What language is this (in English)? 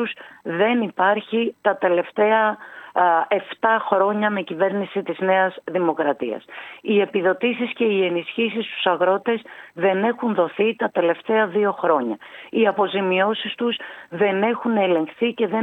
Greek